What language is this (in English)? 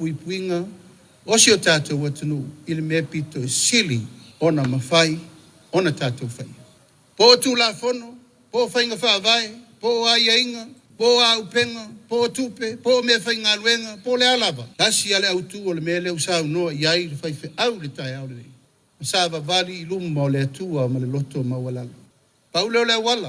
Samoan